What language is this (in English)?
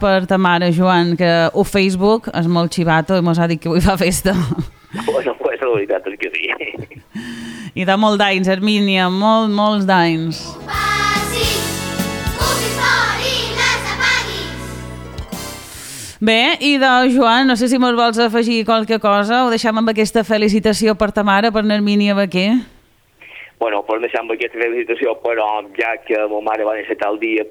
Catalan